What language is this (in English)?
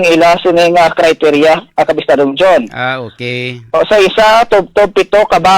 Hiligaynon